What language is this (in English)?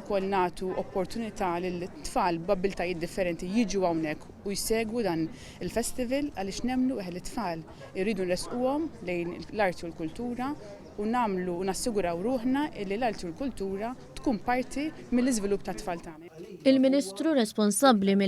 Maltese